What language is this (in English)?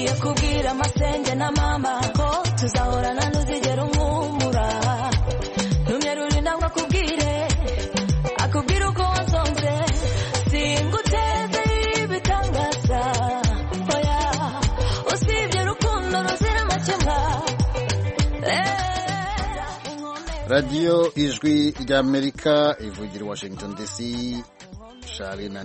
Kinyarwanda